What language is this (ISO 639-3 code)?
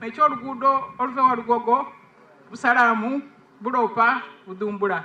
xog